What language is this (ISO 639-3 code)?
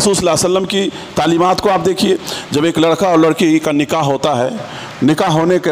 urd